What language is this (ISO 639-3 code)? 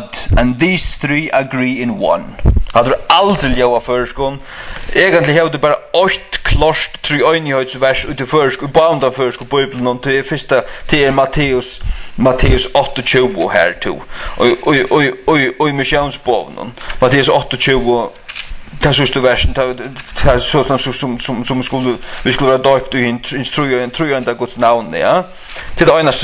fao